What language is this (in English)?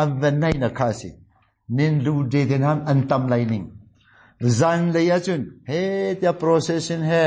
Hakha Chin